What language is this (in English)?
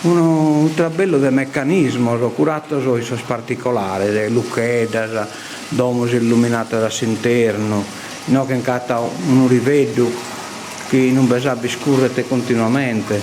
Sardinian